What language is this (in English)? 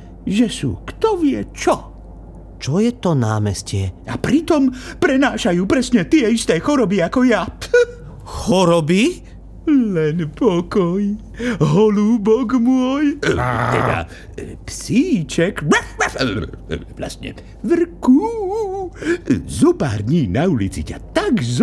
Slovak